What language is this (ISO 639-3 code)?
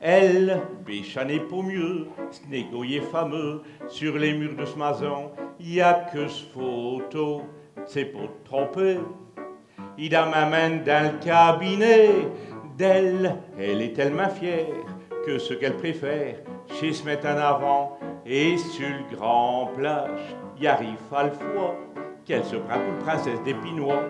pcd